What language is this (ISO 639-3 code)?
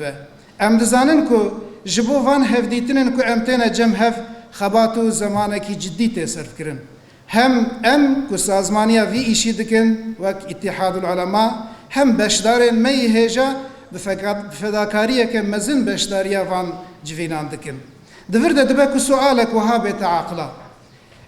kur